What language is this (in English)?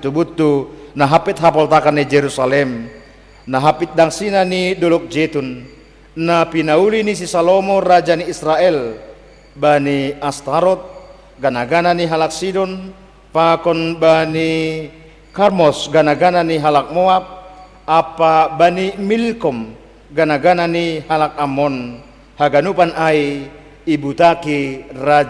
Batak Simalungun